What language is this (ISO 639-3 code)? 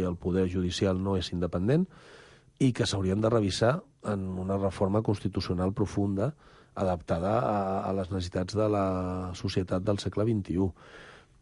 cat